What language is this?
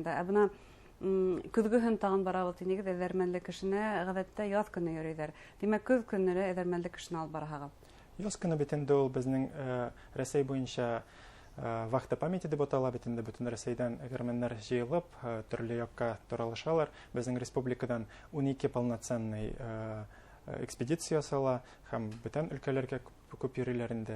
Bashkir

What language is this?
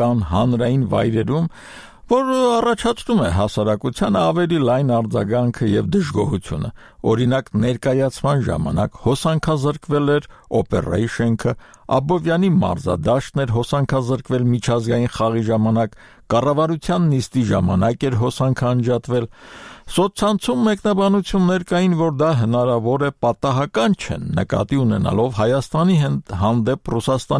Armenian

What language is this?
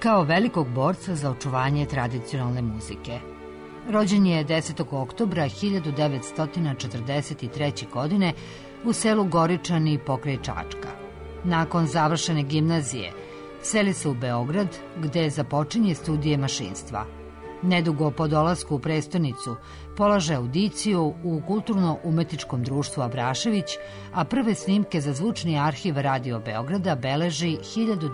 Serbian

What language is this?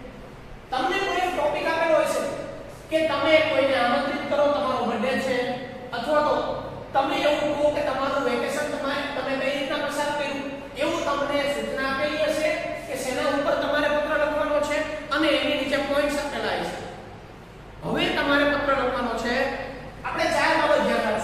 Gujarati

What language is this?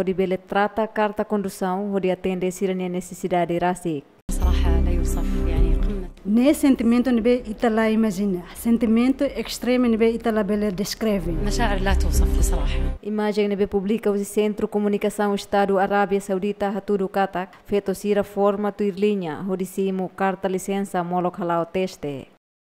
Tetum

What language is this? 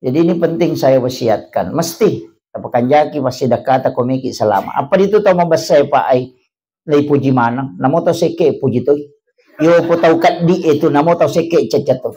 Buginese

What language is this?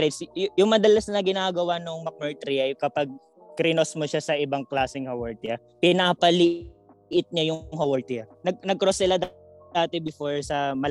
Filipino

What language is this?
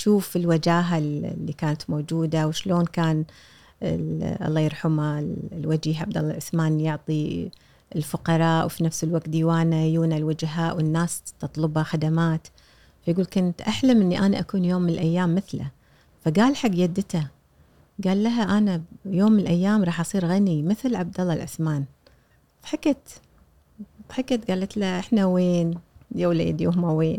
Gulf Arabic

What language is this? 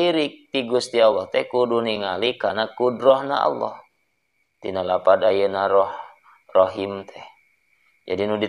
Sundanese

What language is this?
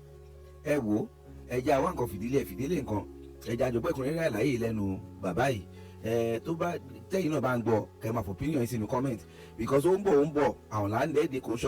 Yoruba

